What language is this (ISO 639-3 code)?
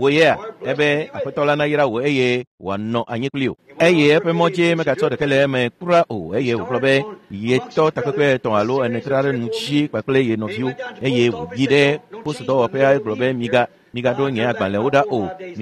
ewe